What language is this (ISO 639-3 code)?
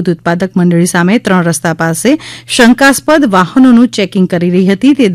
guj